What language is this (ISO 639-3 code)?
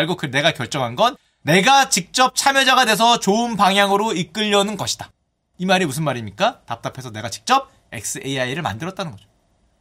kor